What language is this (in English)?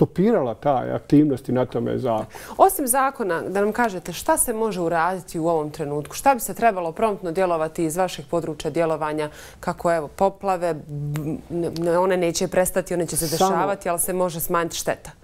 Bosnian